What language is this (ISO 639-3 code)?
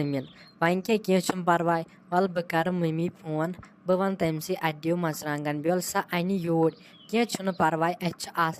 kas